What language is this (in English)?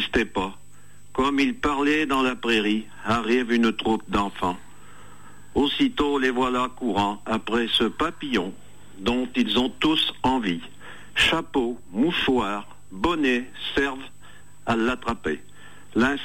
French